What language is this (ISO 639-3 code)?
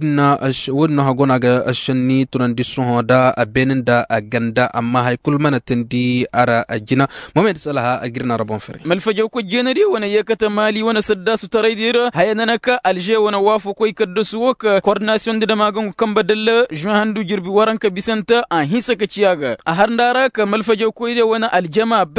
ses